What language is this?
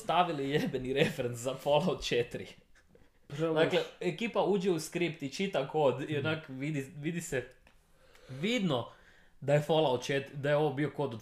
Serbian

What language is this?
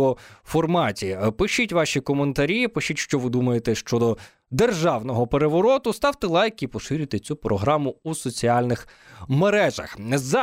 Ukrainian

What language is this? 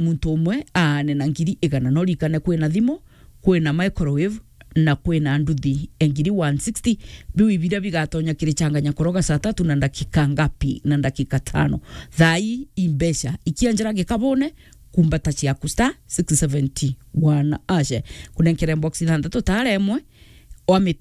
Meru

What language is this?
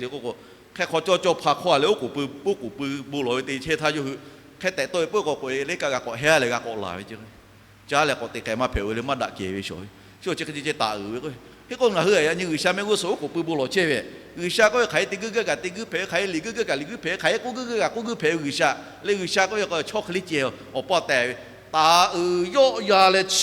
Lahu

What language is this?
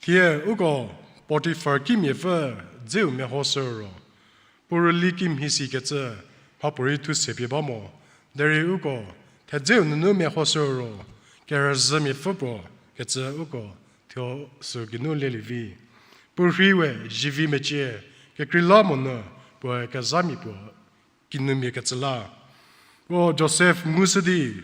Angami Naga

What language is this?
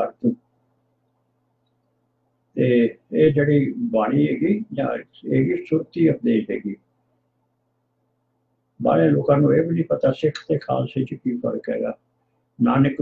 Punjabi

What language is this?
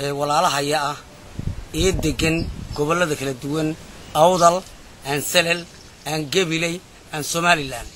Somali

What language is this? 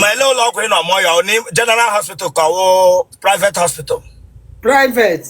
Igbo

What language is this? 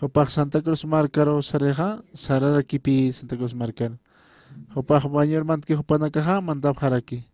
Aymara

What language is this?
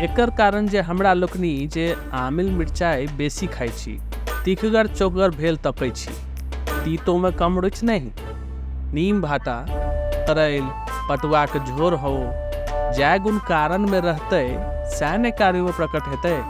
Maithili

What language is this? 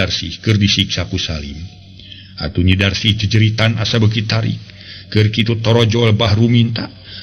Sundanese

